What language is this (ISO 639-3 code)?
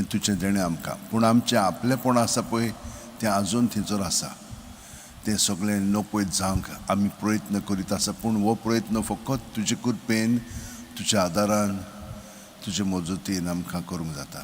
kok